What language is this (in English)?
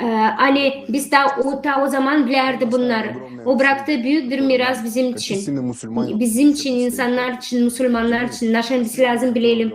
Gagauz